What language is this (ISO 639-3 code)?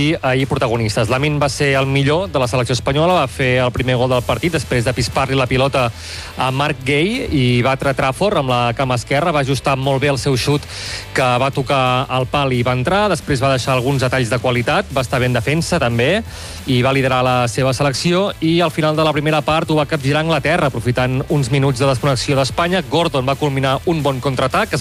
cat